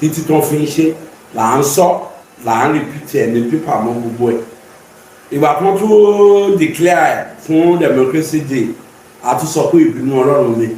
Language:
Yoruba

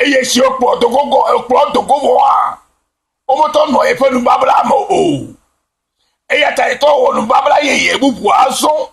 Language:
Ewe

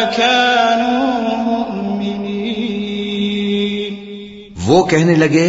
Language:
Urdu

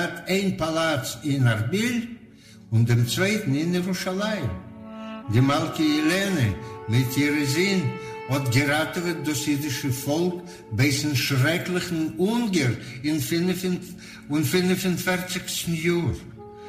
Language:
Yiddish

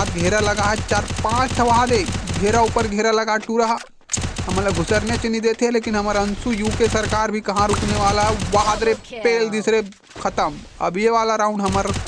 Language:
Chhattisgarhi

